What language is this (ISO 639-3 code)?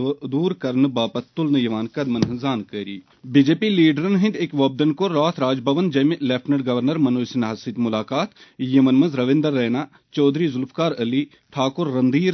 kas